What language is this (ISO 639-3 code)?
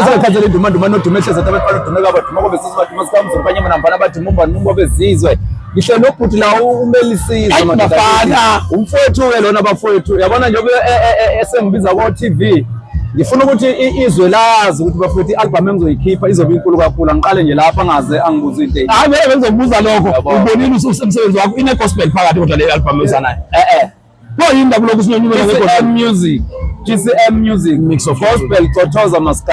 zul